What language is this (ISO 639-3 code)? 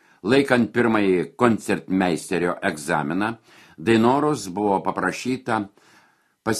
lit